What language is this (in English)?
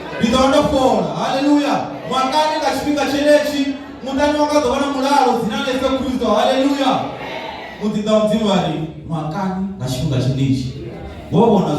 Venda